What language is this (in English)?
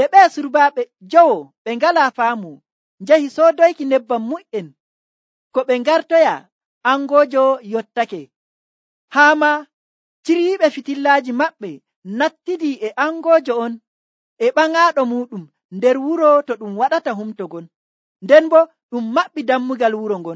Nigerian Fulfulde